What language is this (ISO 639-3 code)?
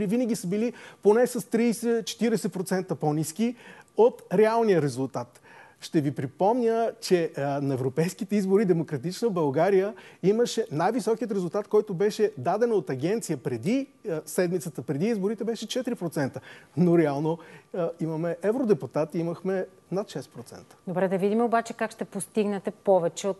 bul